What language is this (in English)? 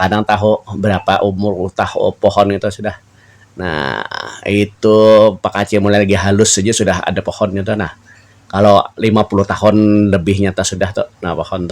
Banjar